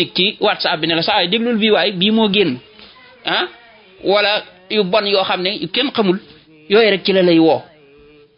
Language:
Wolof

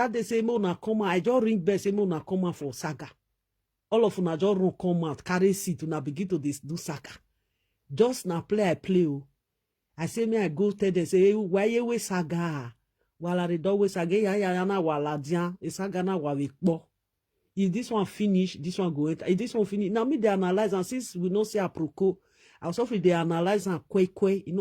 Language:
Nigerian Pidgin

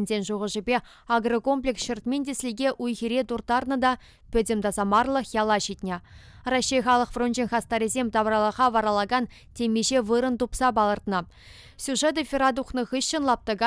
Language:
Chuvash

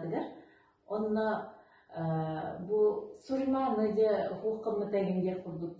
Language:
Yakut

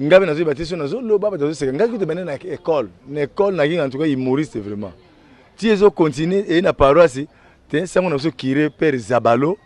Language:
Lingala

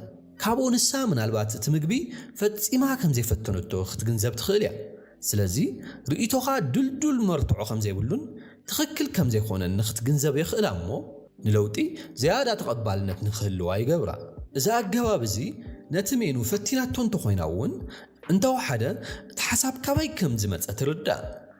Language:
Tigrinya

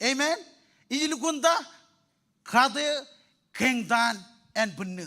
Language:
Marshallese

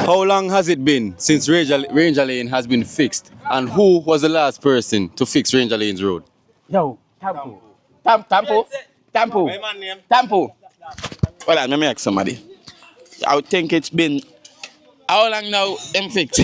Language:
Jamaican Creole English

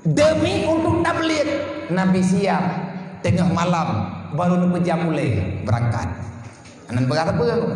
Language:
Achinese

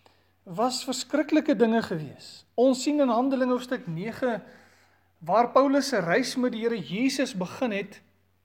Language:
Afrikaans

